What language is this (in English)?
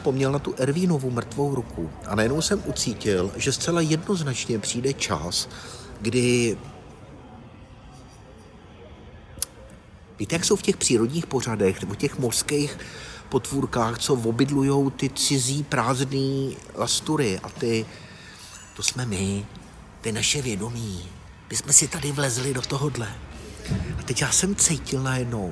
Czech